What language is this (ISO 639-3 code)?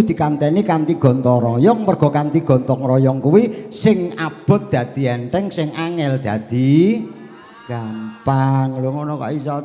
jav